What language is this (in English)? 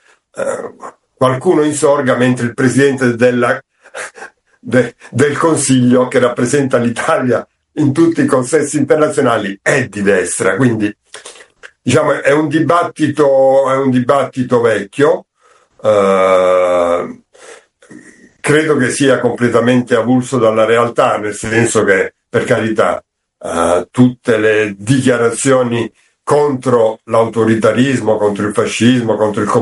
Italian